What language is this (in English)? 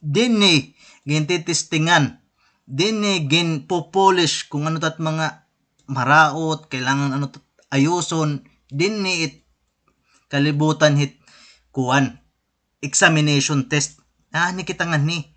Waray